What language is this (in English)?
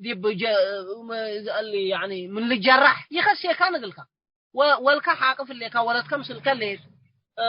Tigre